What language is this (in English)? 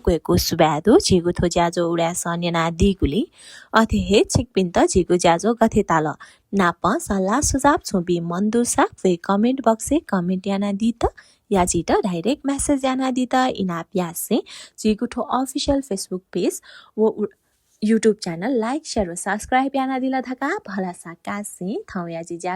Newari